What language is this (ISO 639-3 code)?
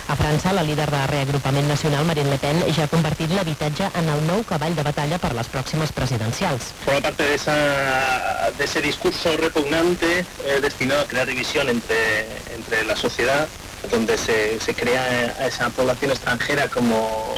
cat